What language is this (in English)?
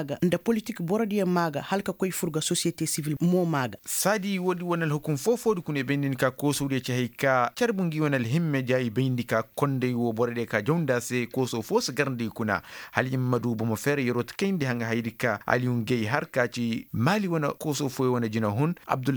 Koyraboro Senni